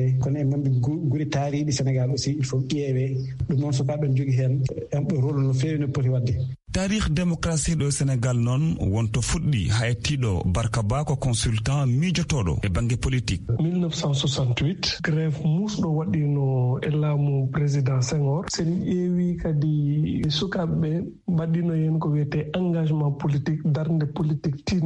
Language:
Fula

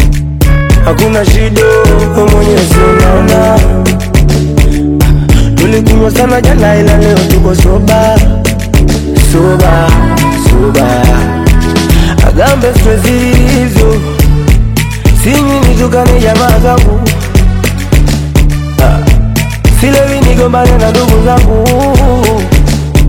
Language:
Swahili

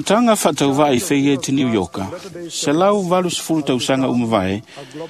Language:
Samoan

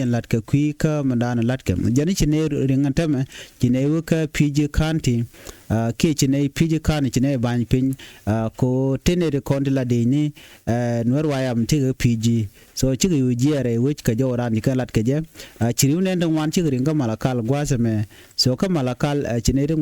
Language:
Nuer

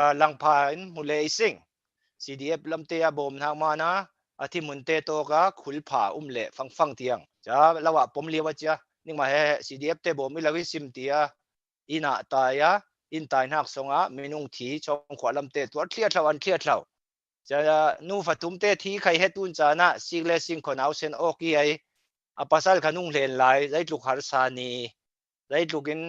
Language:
Falam Chin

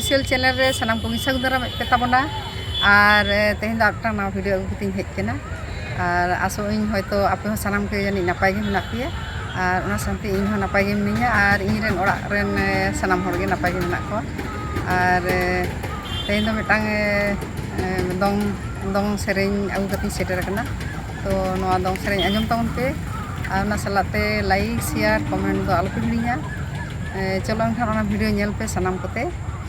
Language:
Santali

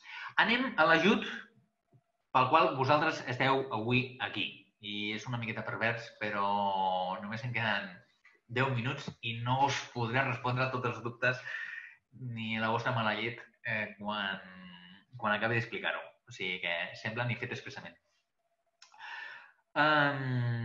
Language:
Catalan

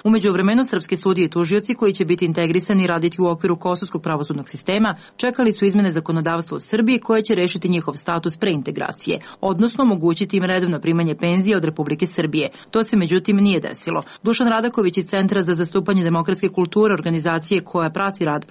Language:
Serbian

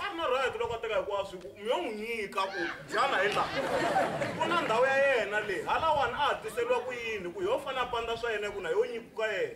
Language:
Tsonga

